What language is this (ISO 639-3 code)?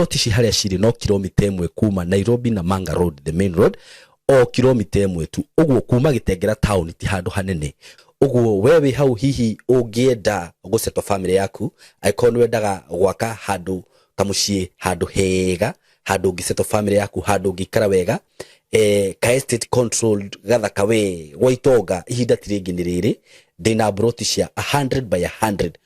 kik